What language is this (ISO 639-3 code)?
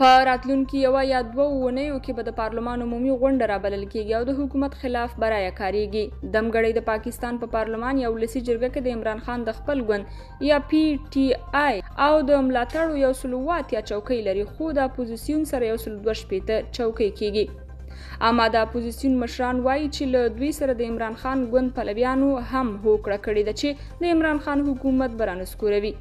pus